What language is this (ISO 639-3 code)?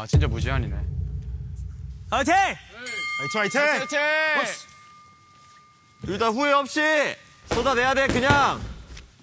kor